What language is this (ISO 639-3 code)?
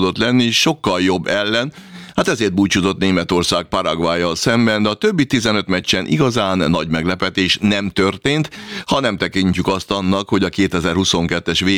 hun